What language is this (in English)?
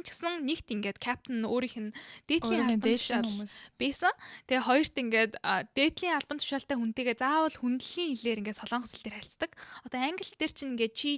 Mongolian